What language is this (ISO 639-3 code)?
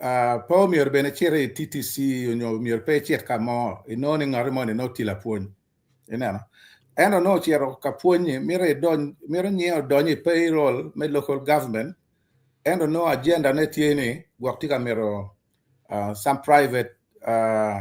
ach